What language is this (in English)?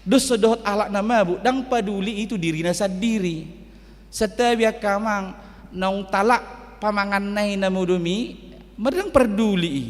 Batak Toba